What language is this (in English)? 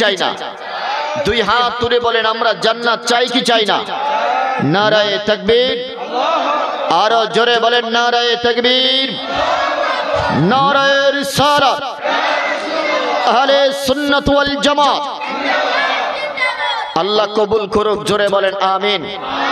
Bangla